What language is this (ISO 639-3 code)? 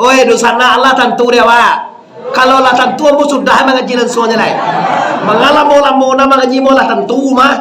min